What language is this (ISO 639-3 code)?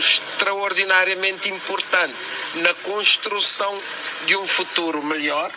kea